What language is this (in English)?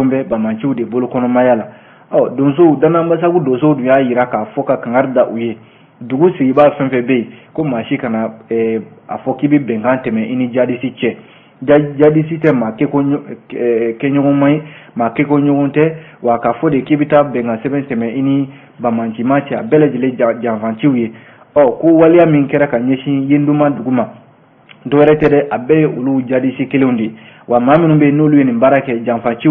Bambara